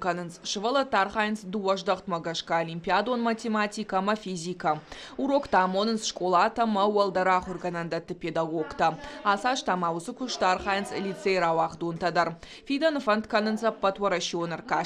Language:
Ossetic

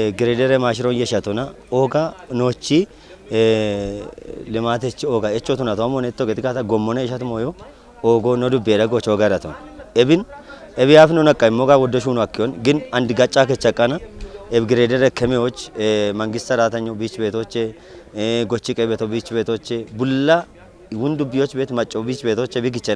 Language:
Kafa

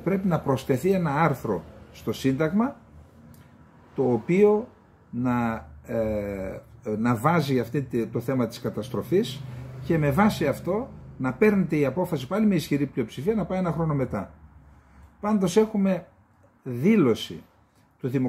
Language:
Greek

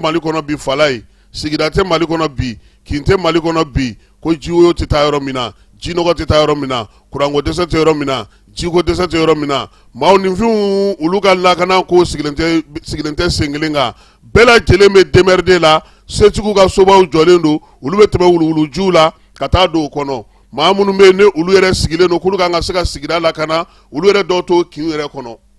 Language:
Bambara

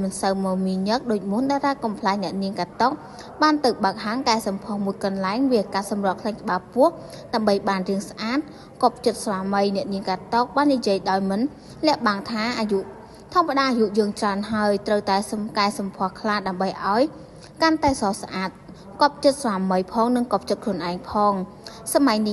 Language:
Khmer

